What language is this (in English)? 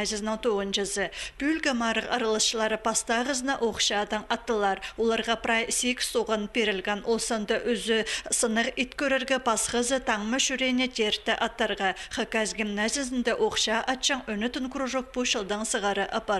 Khakas